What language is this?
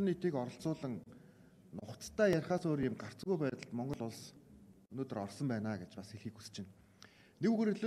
Mongolian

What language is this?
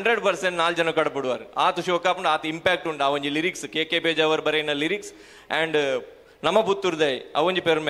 Tulu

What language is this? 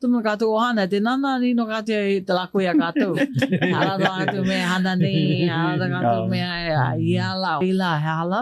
Hawaiian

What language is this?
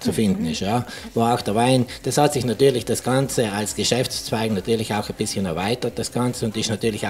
German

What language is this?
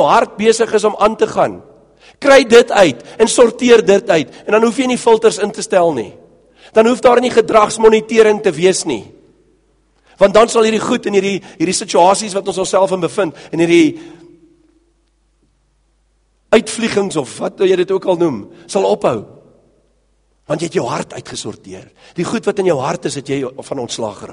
Afrikaans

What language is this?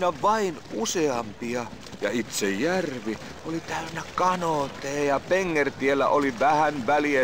Finnish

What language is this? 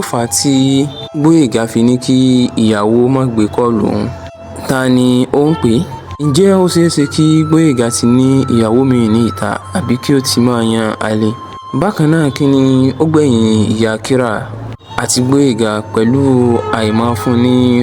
Yoruba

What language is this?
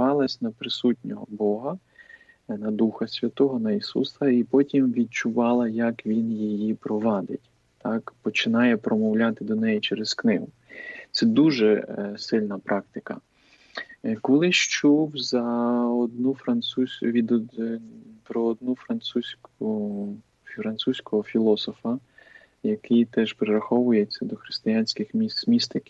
Ukrainian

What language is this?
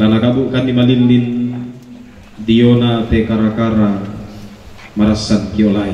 Toraja-Sa'dan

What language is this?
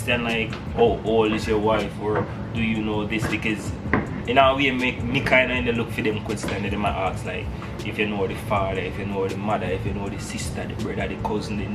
Jamaican Creole English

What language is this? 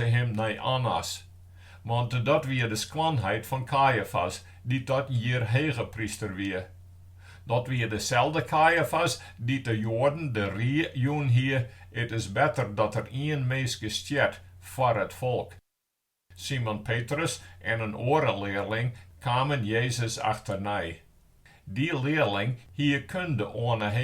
Western Frisian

